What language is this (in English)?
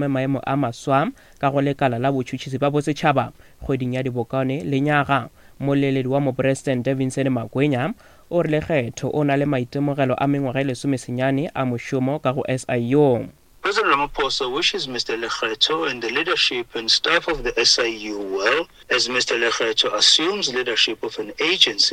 Northern Sotho